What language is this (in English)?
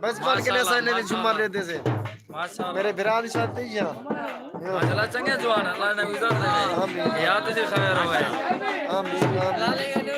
Saraiki